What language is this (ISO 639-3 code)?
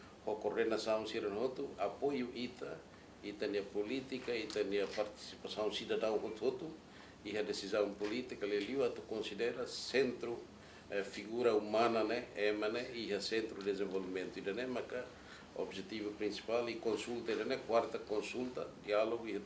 tet